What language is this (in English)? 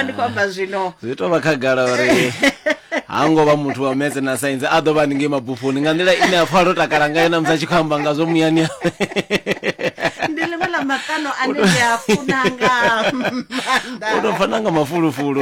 Venda